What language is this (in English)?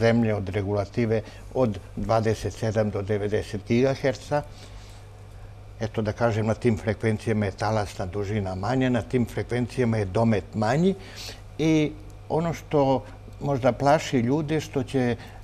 Serbian